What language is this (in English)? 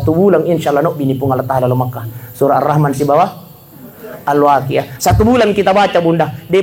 Buginese